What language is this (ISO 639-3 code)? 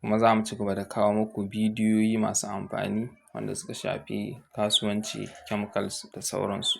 hau